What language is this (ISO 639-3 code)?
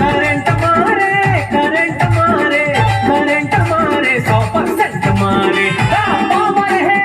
hne